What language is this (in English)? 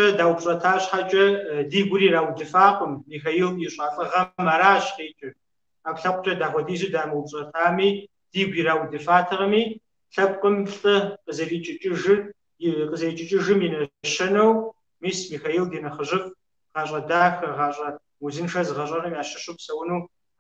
Kabardian